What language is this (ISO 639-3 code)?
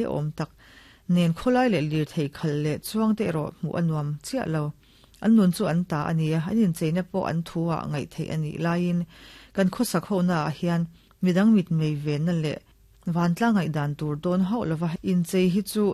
lus